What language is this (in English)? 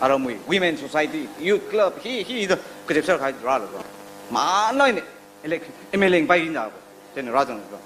Tangkhul Naga (India)